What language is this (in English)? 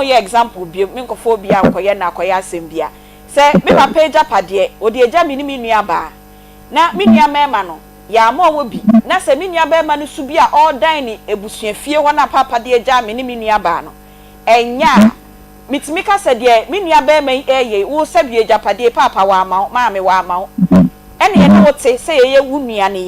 Akan